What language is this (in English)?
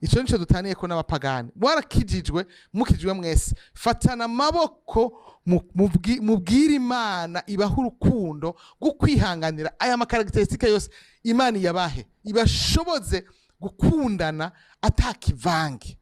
Rundi